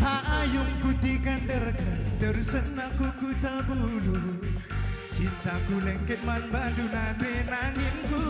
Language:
Batak Karo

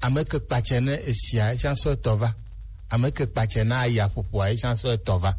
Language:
Gen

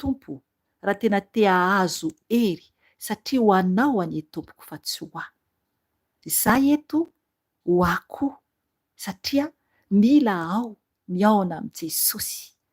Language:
Malagasy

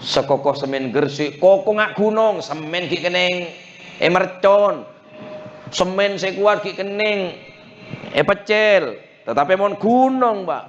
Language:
Madurese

